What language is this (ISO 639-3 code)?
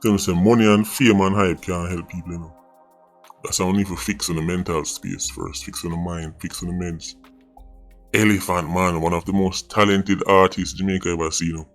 jam